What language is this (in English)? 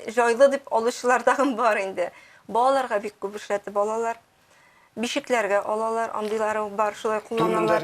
Tatar